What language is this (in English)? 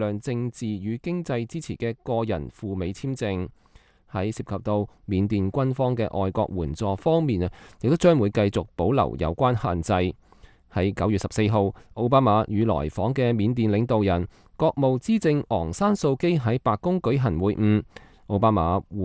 Cantonese